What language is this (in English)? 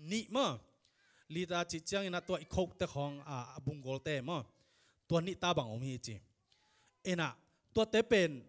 Tedim Chin